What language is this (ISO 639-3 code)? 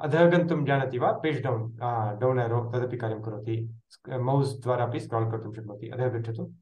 san